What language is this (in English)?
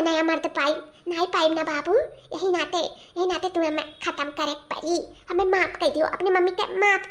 Awadhi